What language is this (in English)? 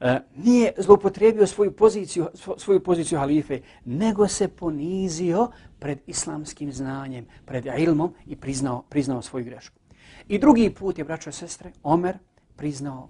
Bosnian